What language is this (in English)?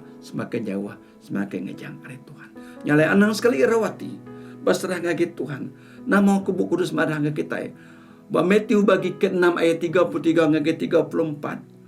Iban